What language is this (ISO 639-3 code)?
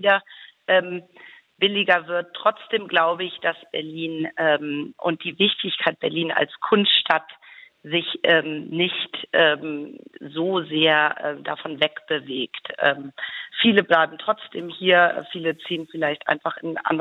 deu